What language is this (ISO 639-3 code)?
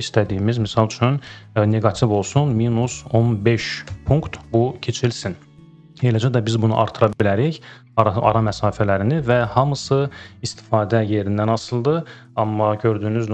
aze